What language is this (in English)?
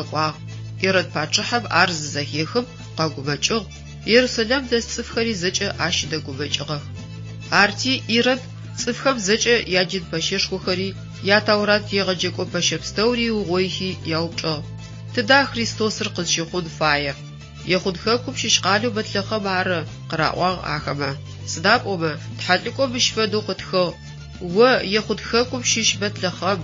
Adyghe